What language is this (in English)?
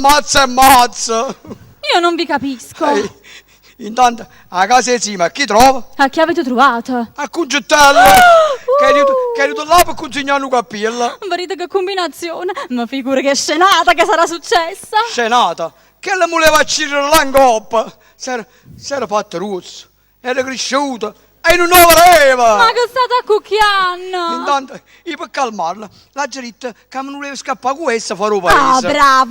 Neapolitan